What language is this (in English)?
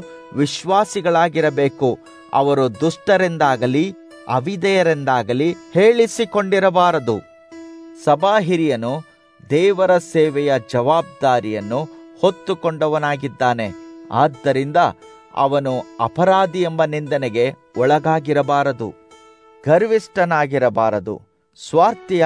Kannada